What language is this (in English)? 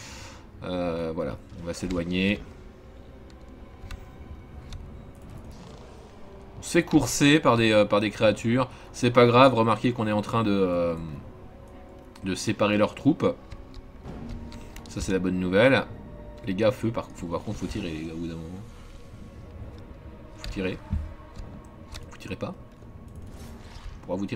French